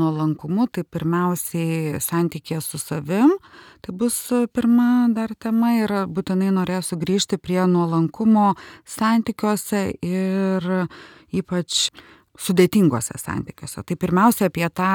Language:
Lithuanian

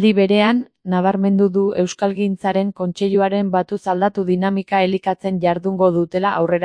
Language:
Basque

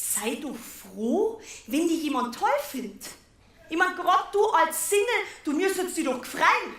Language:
Bavarian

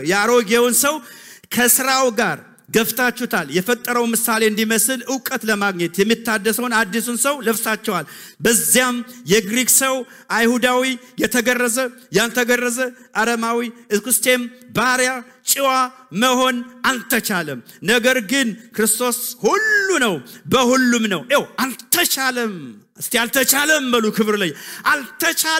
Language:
Amharic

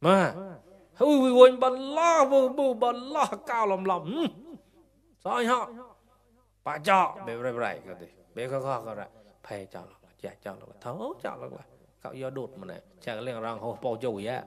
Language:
Mon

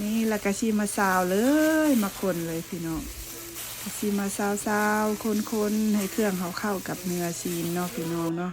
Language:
Lao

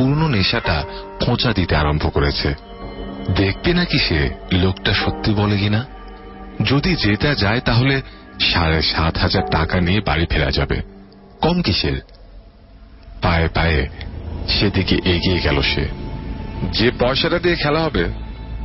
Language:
Bangla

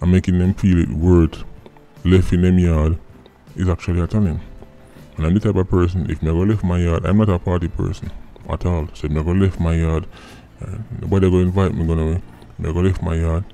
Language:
Jamaican Creole English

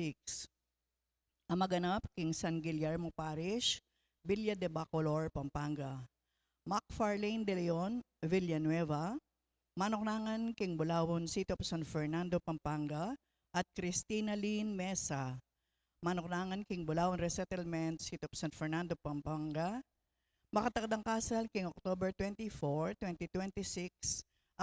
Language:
Pampanga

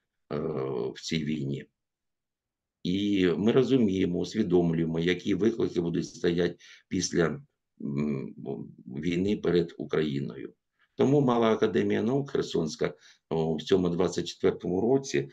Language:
Ukrainian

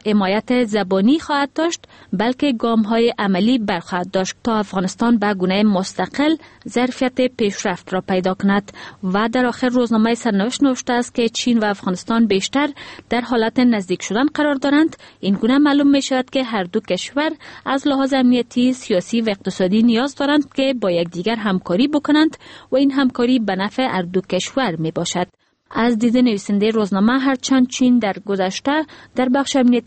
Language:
Persian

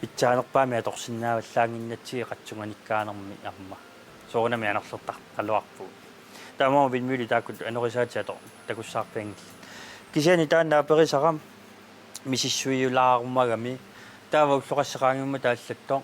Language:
Kalaallisut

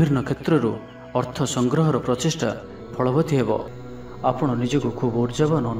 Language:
Odia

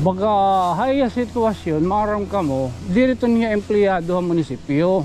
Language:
Waray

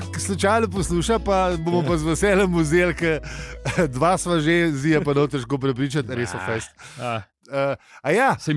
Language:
Slovenian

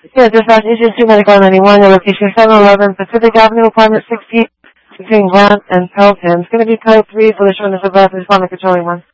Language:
English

